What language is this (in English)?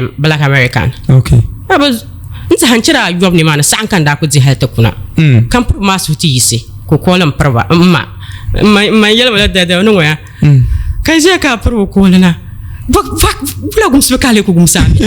Dagbani